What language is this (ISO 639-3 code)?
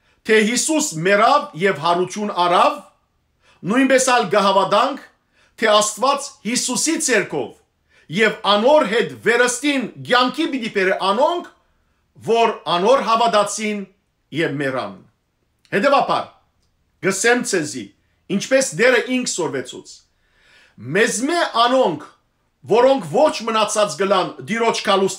hyw